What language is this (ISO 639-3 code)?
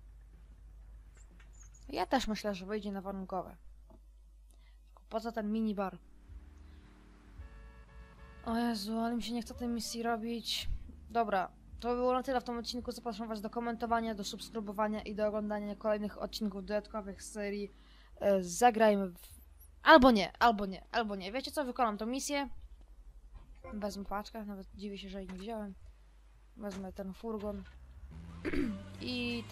pol